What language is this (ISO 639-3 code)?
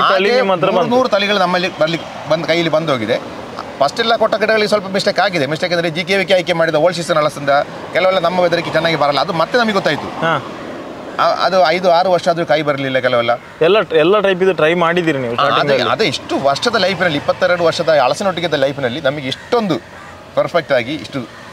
kan